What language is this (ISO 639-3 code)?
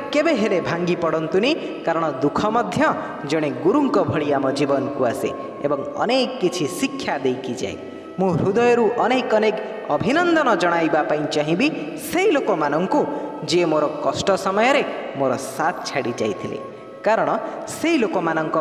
ori